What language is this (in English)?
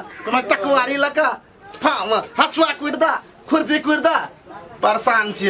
Maithili